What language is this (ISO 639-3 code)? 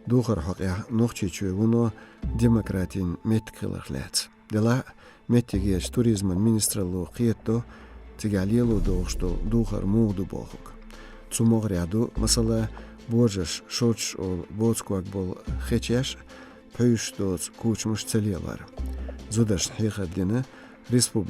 che